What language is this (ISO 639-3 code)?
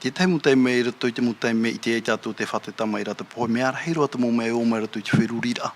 tah